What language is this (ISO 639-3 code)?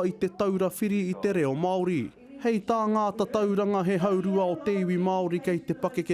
mri